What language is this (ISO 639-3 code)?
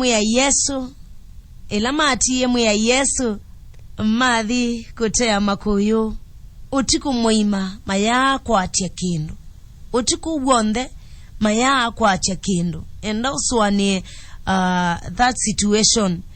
kam